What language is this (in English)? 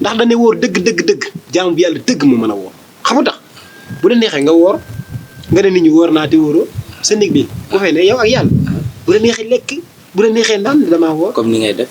Wolof